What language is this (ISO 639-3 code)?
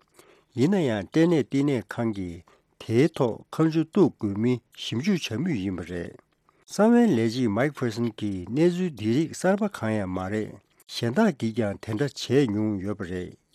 bod